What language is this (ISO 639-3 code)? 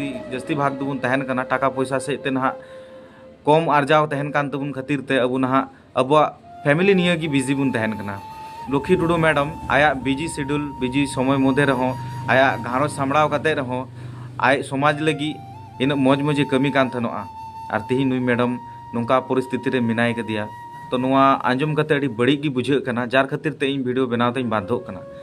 sat